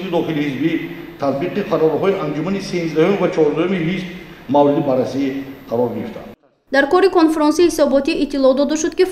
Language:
Tajik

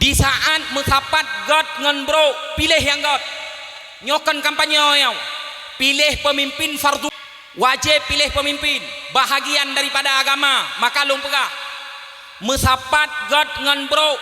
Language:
Achinese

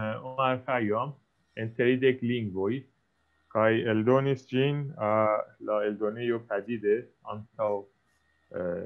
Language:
Esperanto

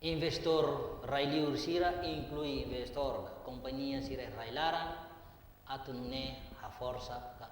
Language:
Tetum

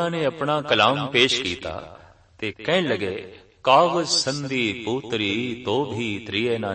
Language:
Punjabi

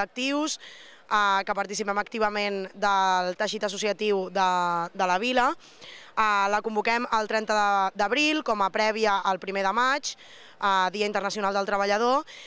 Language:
Catalan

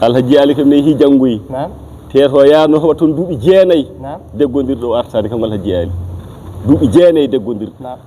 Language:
Fula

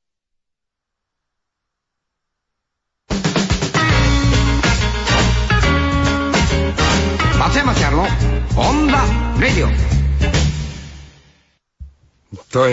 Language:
Japanese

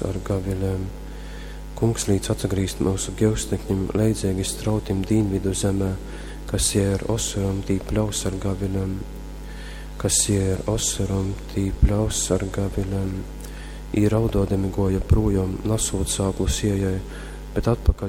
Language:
Latgalian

